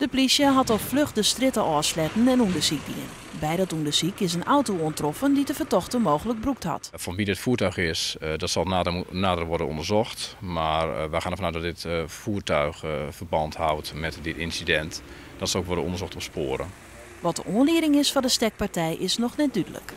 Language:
Western Frisian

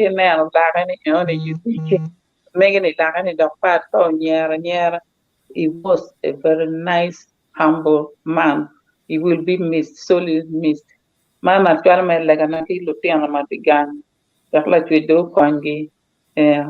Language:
Acoli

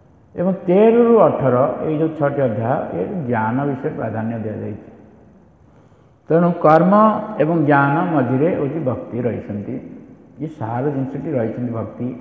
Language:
Odia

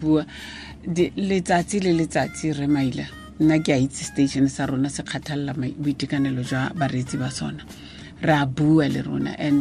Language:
Tswana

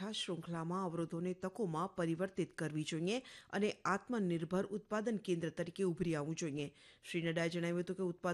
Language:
Gujarati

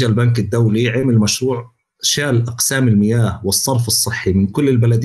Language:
North Levantine Arabic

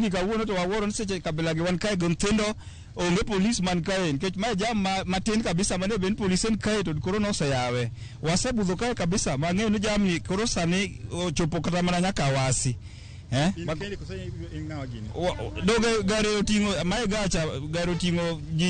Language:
Luo (Kenya and Tanzania)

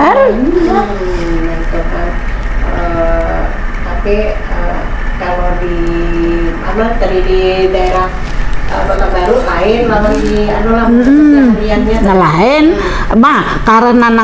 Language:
Banjar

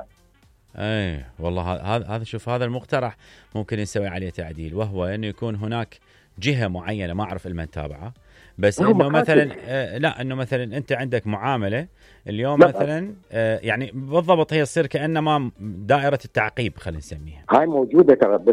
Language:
Mesopotamian Arabic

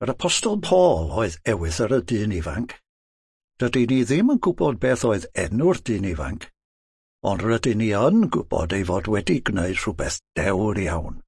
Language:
Welsh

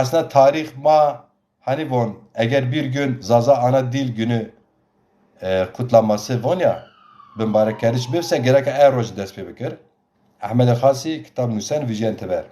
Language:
Zaza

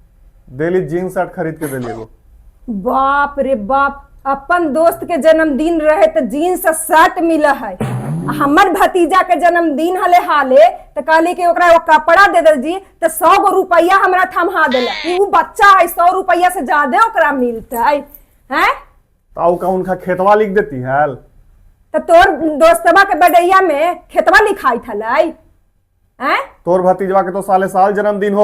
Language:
Magahi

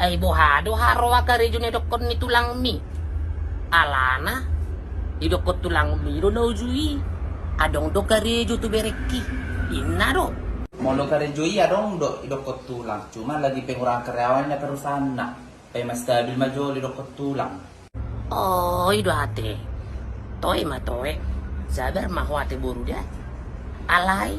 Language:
Batak Toba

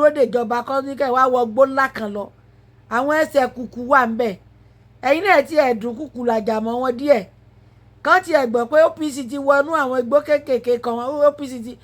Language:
Yoruba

